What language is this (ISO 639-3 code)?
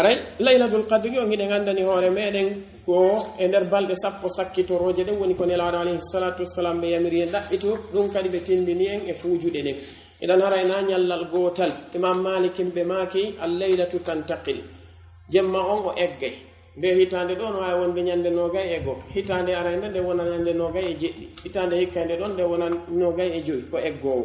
fuf